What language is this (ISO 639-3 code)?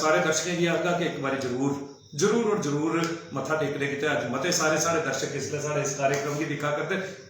doi